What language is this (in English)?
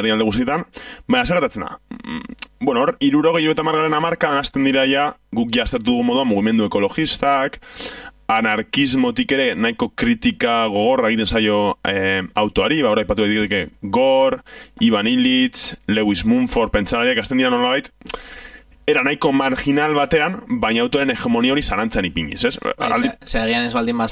Basque